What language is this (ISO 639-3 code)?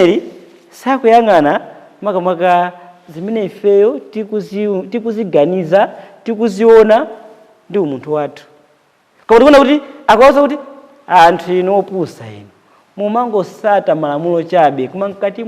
nya